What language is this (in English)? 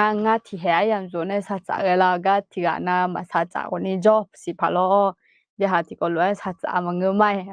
Akha